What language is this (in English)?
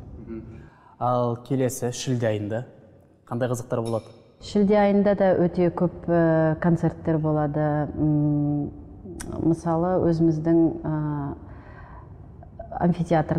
Kazakh